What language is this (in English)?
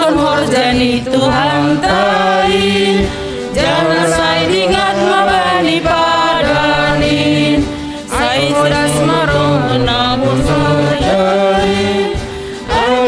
Batak Simalungun